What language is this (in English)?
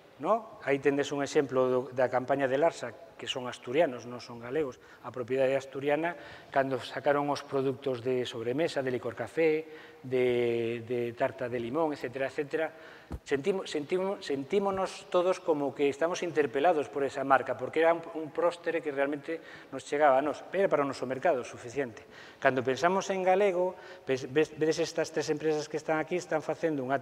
Galician